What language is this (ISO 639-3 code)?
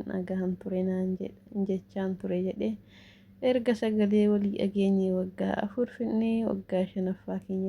orm